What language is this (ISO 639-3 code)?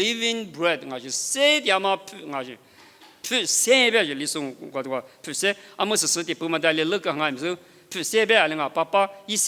lis